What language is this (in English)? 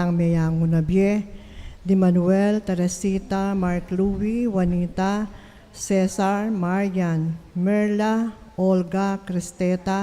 Pampanga